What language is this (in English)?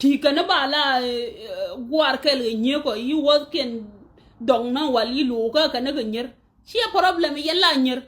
Nuer